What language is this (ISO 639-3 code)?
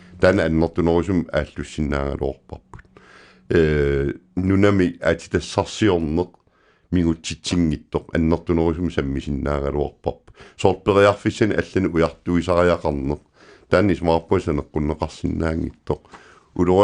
kal